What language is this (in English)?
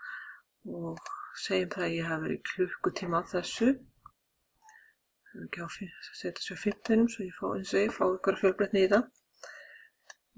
Icelandic